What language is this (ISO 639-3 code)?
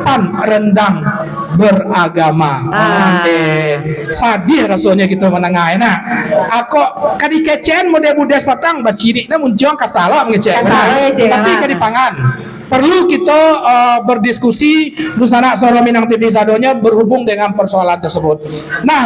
min